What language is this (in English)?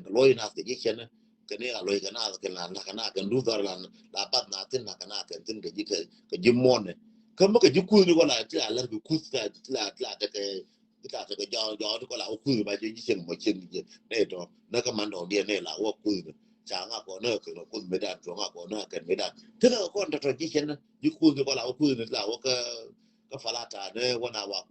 Nuer